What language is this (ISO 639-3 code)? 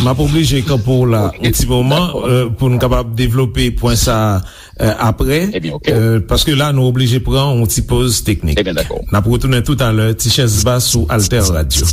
hat